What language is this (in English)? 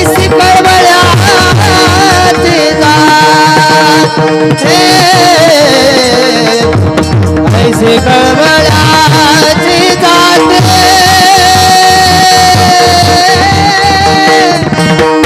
Marathi